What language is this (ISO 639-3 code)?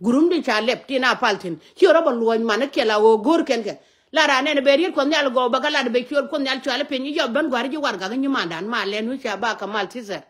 nus